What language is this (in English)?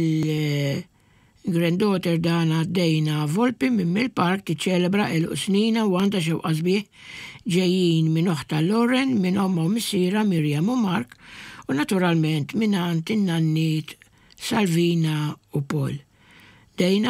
Maltese